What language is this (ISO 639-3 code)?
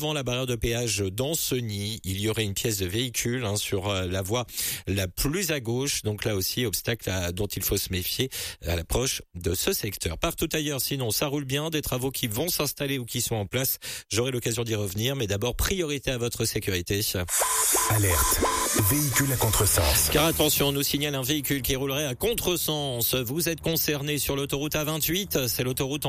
fra